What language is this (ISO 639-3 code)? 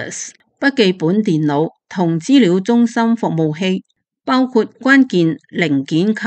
yue